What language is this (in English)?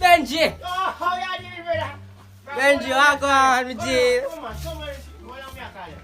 Jamaican Creole English